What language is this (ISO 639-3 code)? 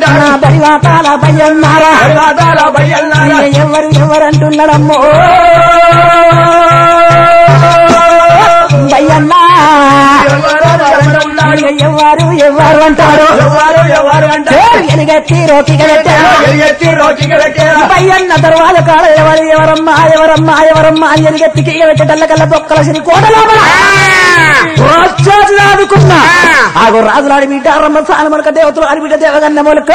tel